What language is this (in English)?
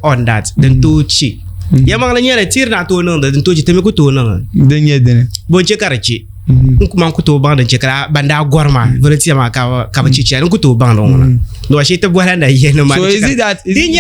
Dagbani